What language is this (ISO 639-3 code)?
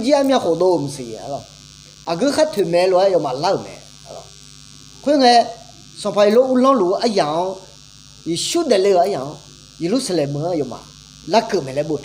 ahk